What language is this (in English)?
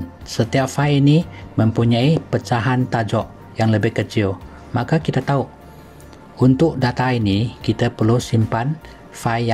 Malay